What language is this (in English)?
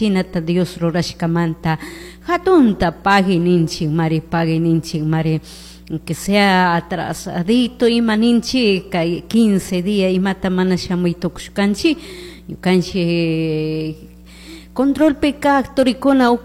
Chimborazo Highland Quichua